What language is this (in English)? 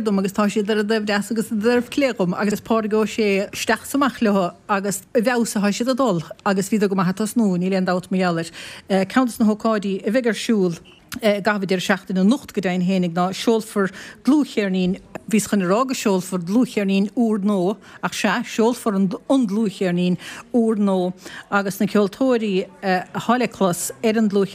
Irish